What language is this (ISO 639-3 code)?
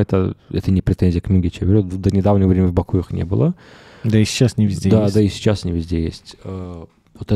rus